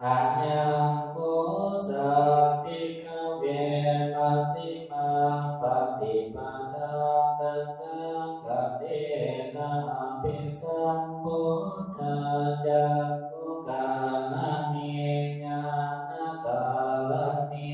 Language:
Pali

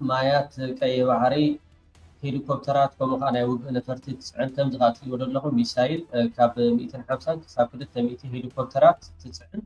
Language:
Tigrinya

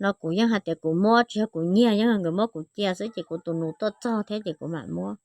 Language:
Hmong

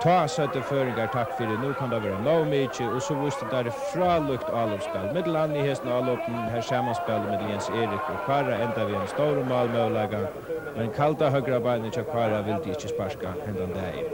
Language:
Faroese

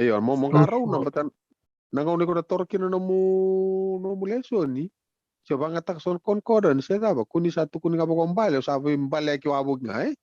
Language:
Fijian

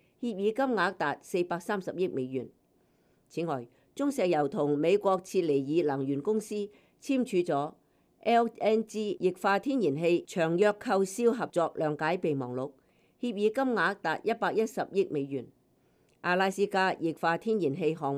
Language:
Cantonese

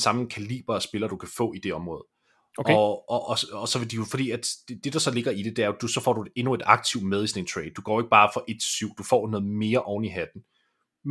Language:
Danish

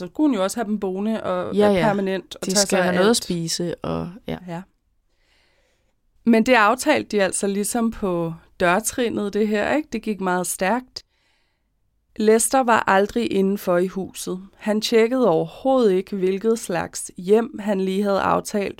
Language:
Danish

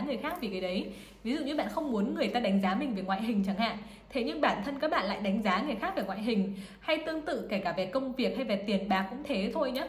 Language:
Vietnamese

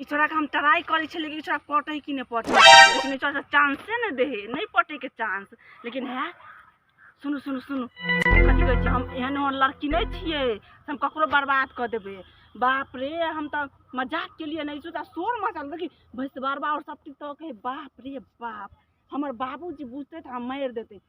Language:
Maithili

